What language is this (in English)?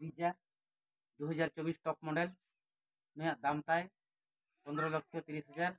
Santali